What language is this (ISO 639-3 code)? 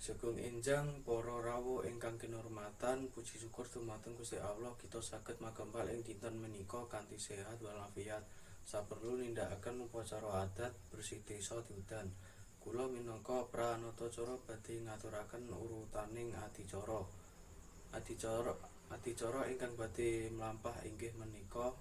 jav